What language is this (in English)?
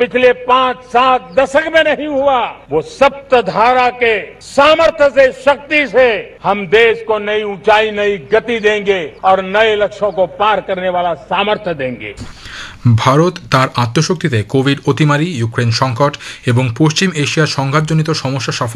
Bangla